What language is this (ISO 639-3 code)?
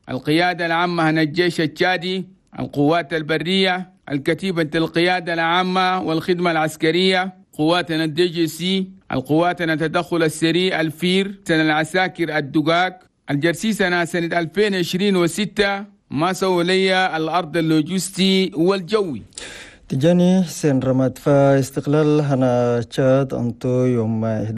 shu